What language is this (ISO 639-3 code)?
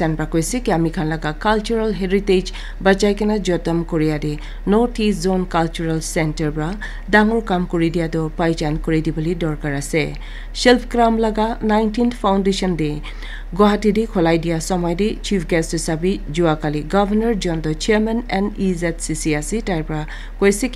nag